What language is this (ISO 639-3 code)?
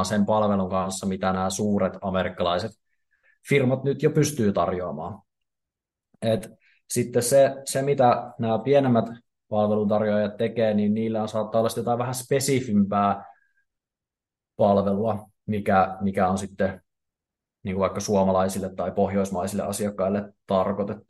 fin